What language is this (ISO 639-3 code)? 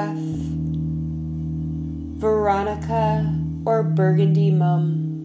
eng